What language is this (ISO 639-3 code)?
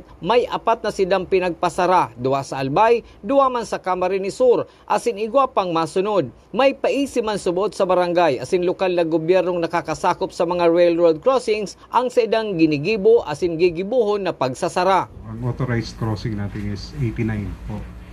bik